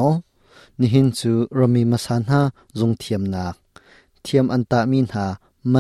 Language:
Hakha Chin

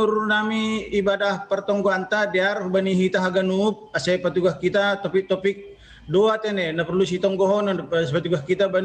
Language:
Batak Simalungun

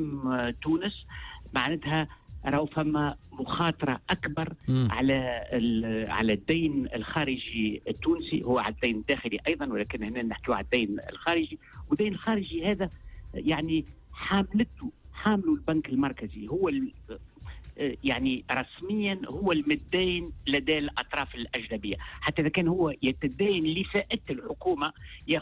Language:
Tunisian Arabic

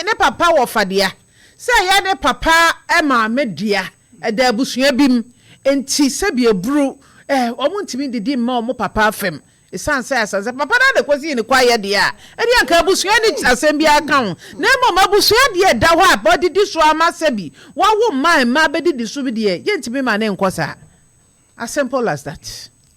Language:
Akan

